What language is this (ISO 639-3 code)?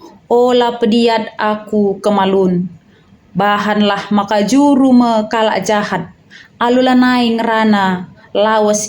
btx